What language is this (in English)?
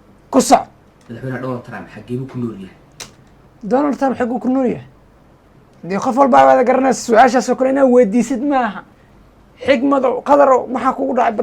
Somali